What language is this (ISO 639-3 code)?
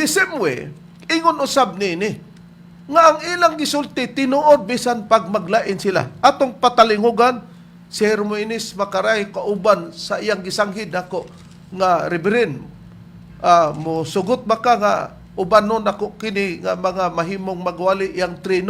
ceb